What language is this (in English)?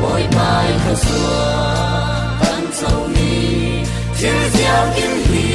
Falam Chin